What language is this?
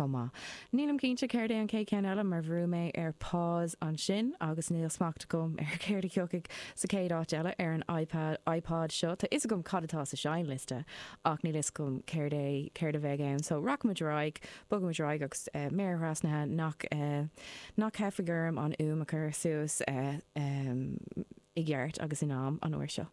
Irish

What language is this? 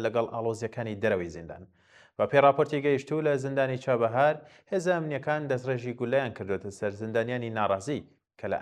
Central Kurdish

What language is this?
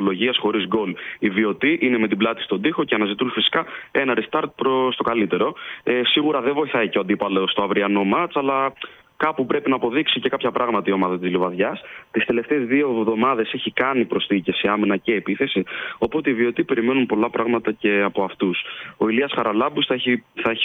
Greek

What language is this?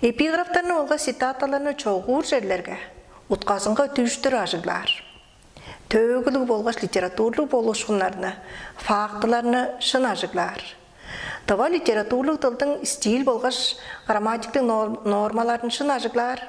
Tuvinian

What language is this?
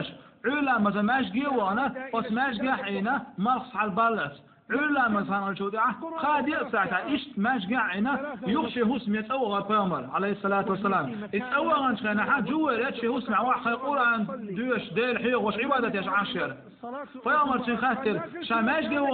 Chechen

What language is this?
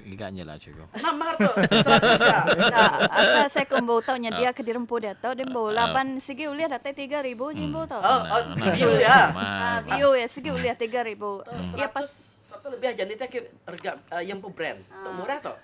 Iban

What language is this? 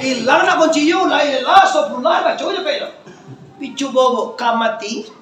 Minangkabau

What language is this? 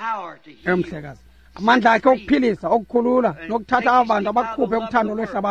Xhosa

